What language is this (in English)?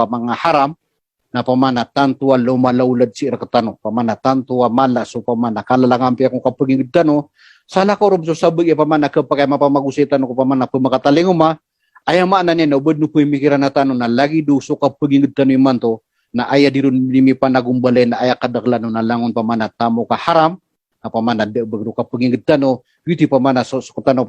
Maranao